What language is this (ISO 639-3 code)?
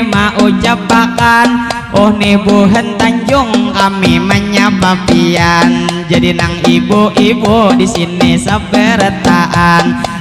bjn